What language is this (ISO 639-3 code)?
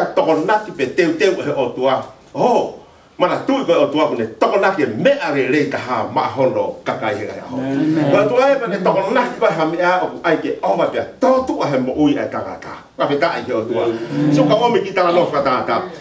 ton